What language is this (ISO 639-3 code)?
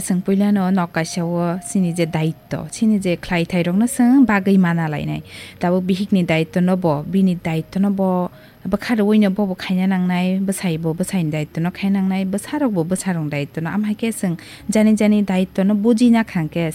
trp